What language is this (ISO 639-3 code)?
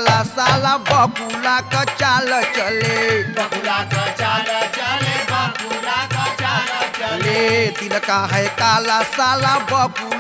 bho